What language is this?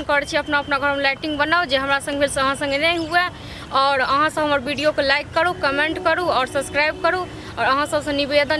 Maithili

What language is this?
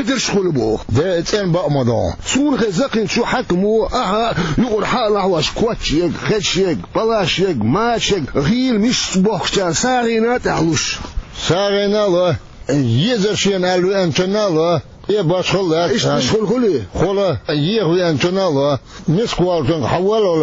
Chechen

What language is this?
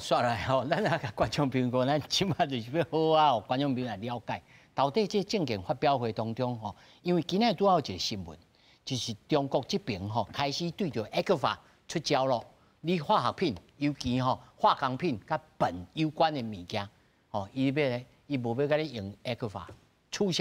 Min Nan Chinese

